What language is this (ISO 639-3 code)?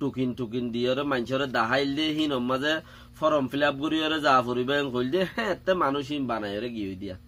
rhg